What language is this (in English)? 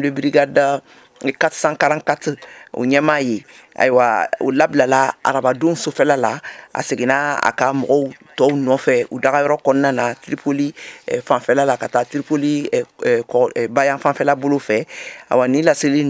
Bambara